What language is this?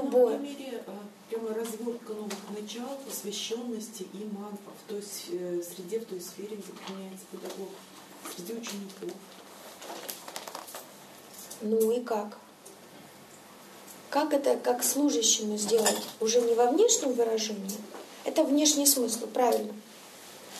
Russian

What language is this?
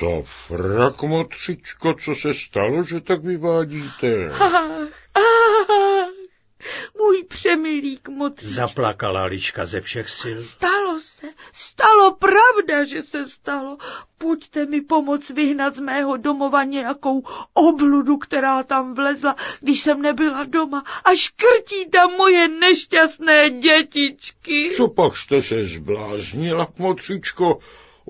Czech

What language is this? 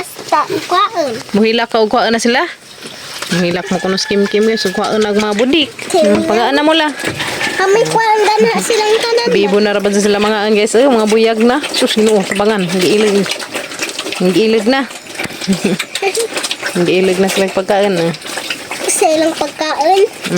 Cebuano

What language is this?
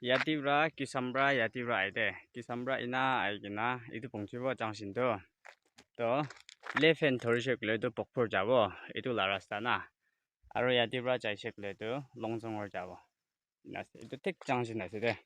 Naga Pidgin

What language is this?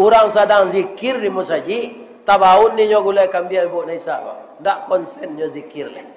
Minangkabau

